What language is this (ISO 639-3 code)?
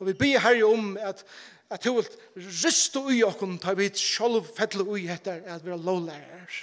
fao